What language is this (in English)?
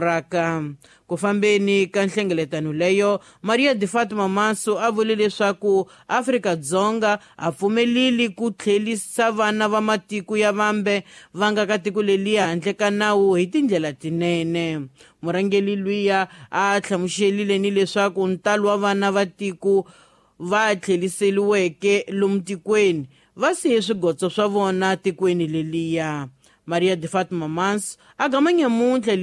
Tsonga